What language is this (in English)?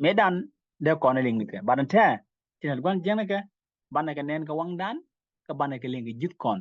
Nuer